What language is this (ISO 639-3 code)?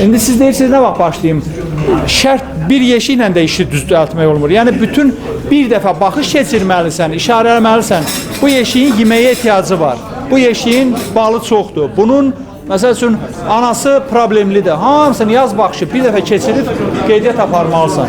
aze